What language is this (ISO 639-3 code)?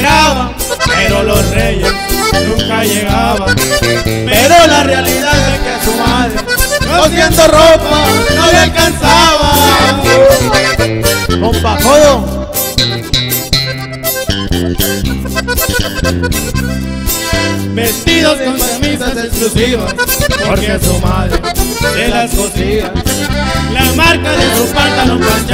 spa